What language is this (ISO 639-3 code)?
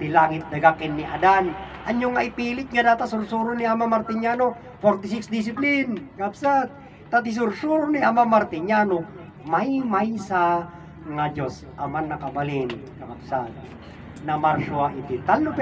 ilo